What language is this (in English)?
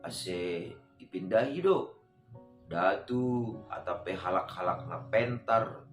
Batak Simalungun